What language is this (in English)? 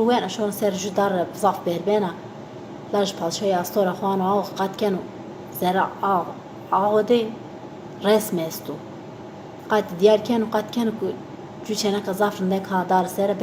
Zaza